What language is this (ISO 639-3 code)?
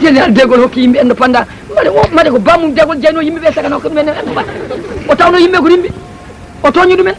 ful